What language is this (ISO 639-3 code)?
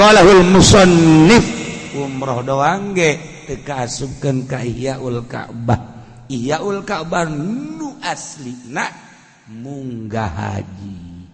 sun